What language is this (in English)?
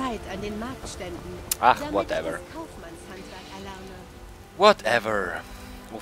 Swiss German